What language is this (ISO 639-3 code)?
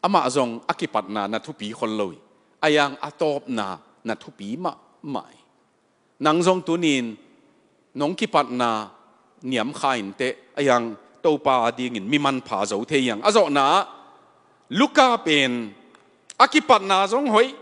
ctd